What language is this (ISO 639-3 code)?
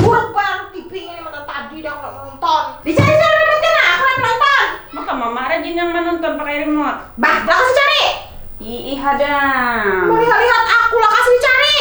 bjn